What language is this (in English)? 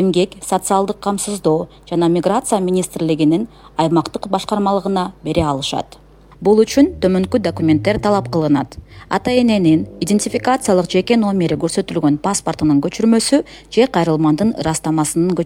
Kyrgyz